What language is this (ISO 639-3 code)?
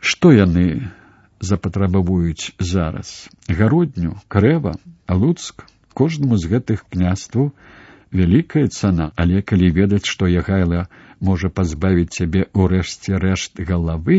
bel